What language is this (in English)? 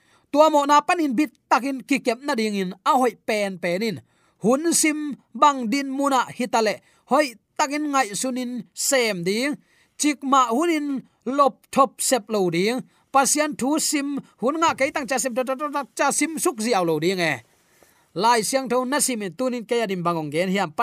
Tedim Chin